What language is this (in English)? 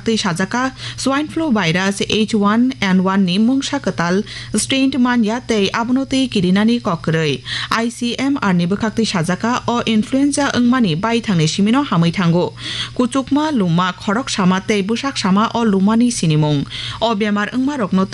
Kok Borok